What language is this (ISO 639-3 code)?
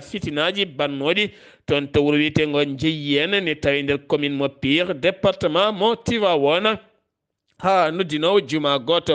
ful